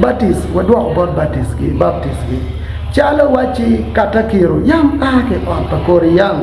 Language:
Acoli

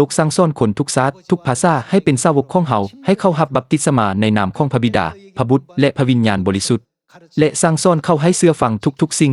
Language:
Lao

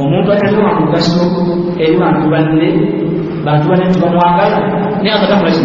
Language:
Ganda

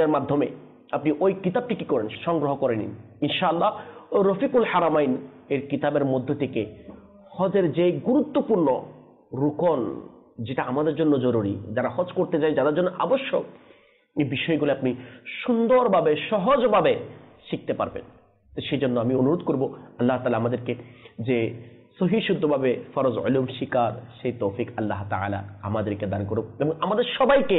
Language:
Bangla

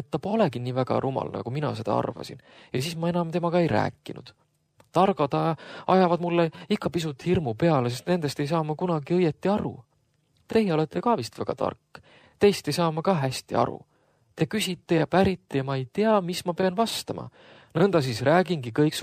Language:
Estonian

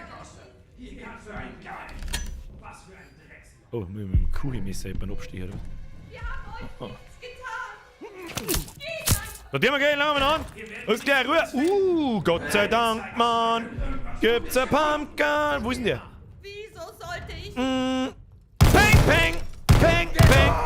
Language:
Bavarian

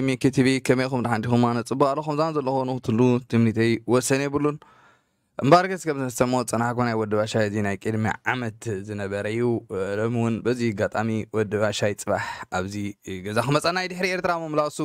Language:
Tigrinya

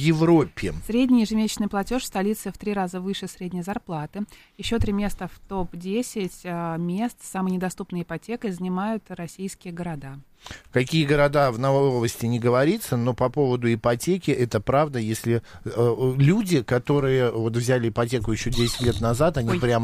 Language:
Russian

